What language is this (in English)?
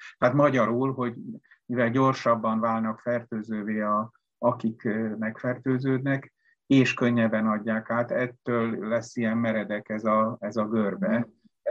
Hungarian